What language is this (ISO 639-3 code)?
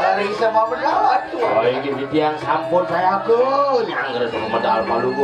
ban